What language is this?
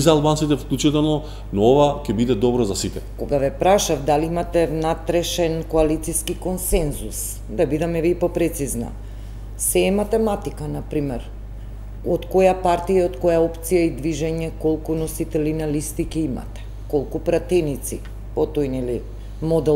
Macedonian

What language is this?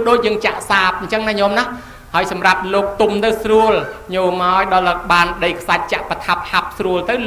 Khmer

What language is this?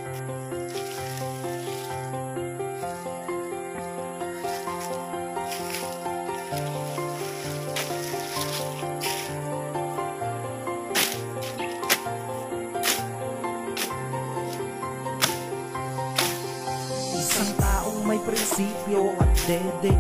Filipino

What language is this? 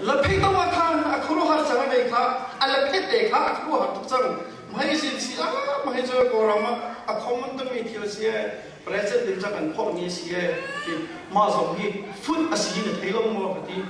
Hakha Chin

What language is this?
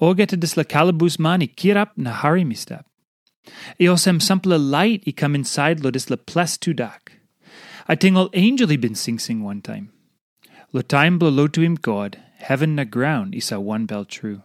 Tok Pisin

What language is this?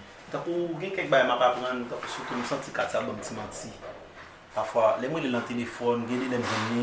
Haitian Creole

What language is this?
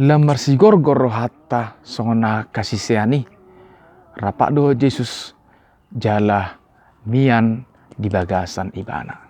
Batak Toba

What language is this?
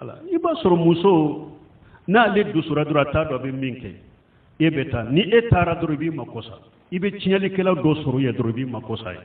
Bambara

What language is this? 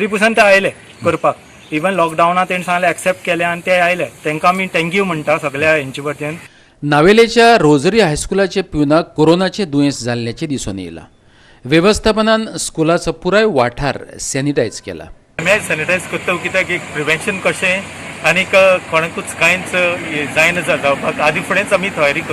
Konkani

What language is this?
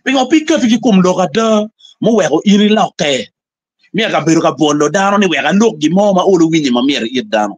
Acoli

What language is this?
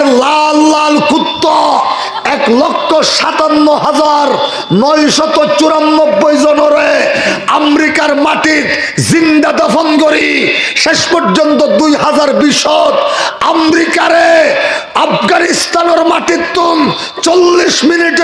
Rohingya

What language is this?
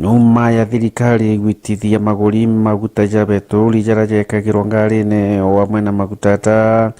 Meru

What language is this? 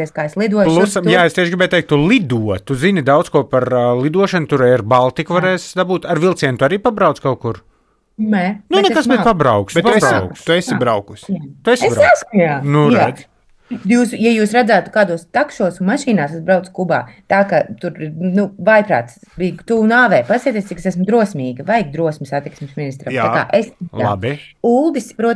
Latvian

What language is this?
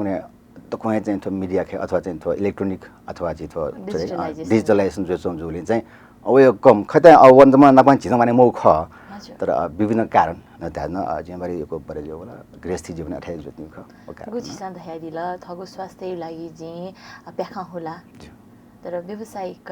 Newari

